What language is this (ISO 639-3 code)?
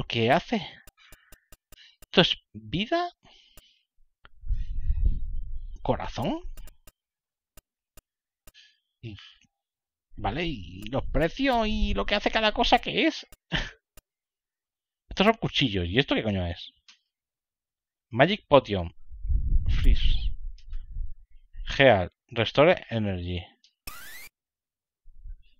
spa